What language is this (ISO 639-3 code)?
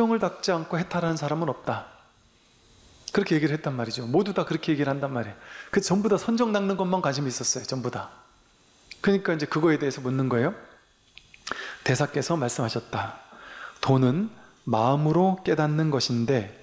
kor